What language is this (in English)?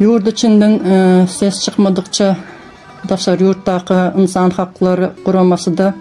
Turkmen